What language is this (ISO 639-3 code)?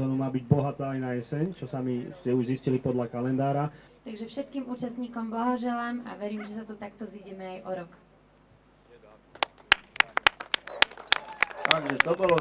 slk